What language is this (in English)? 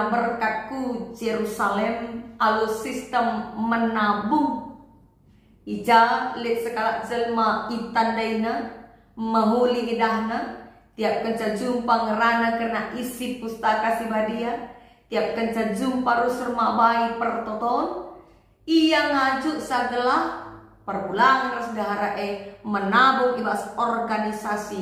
Batak Karo